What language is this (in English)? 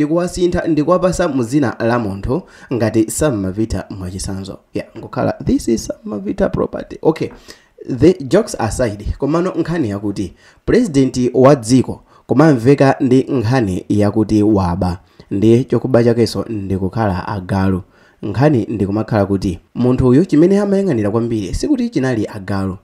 Nyanja